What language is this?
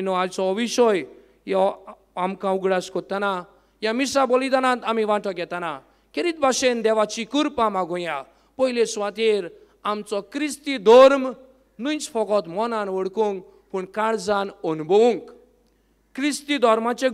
Konkani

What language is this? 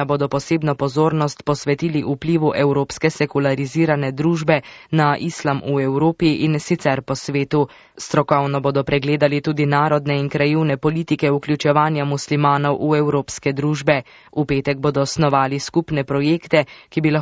Slovenian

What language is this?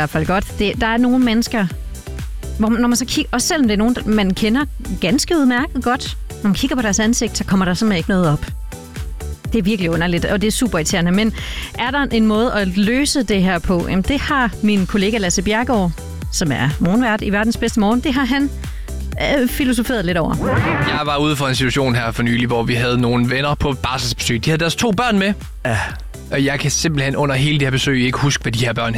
Danish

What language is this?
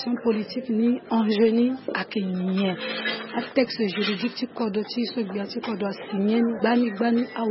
Sango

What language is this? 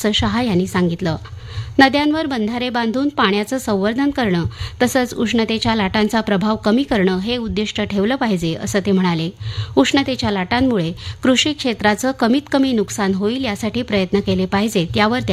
Marathi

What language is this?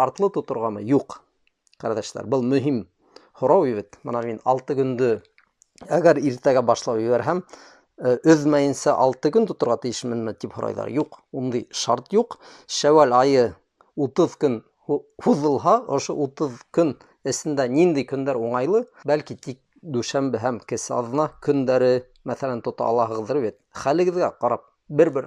Bashkir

